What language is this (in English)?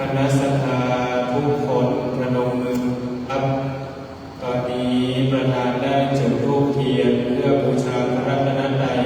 Pali